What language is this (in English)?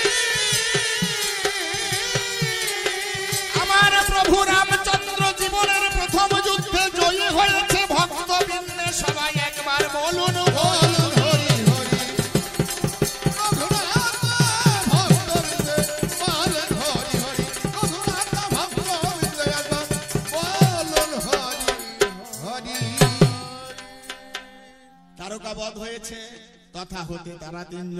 Bangla